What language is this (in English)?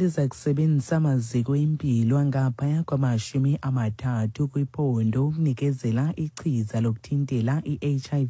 Xhosa